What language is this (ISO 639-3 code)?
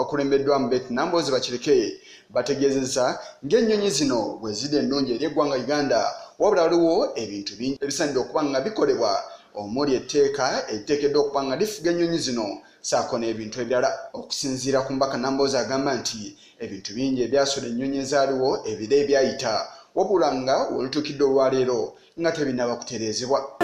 lug